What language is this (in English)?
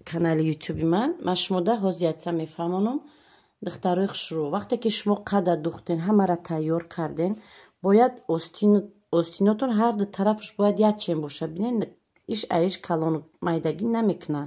Tajik